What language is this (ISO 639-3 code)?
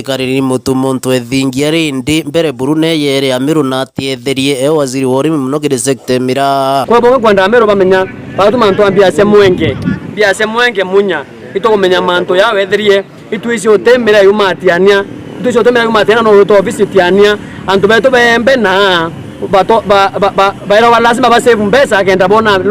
mer